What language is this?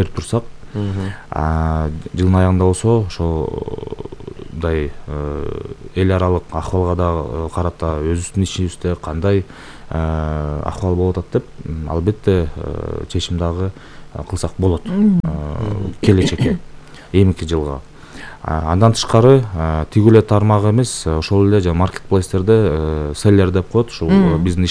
Kyrgyz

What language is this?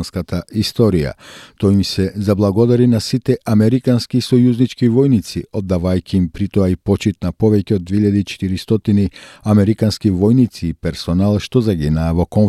Macedonian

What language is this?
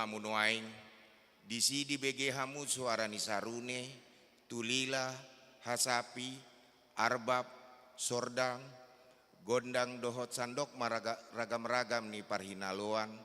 Batak Toba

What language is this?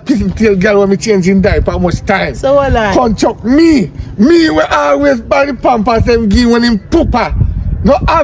Jamaican Creole English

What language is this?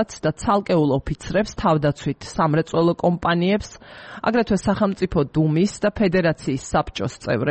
Georgian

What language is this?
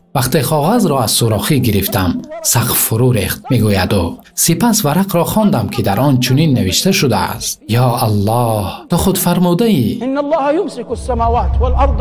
Tajik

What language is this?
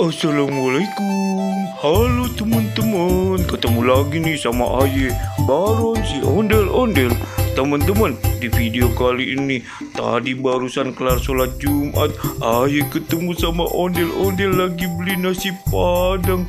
Betawi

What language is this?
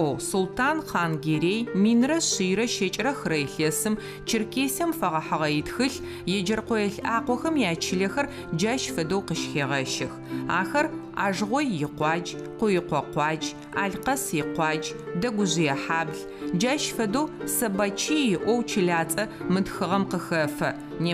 Adyghe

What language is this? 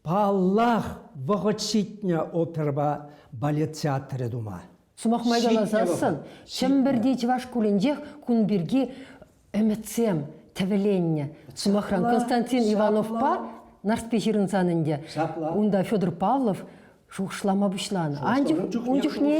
Chuvash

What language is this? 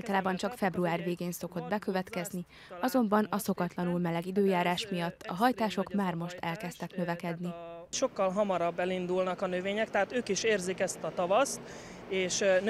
Hungarian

